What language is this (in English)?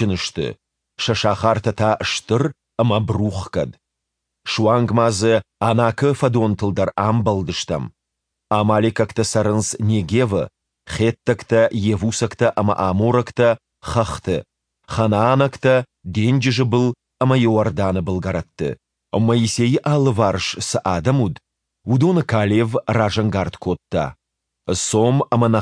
Ossetic